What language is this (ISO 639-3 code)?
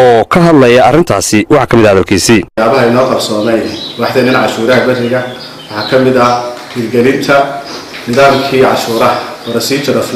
som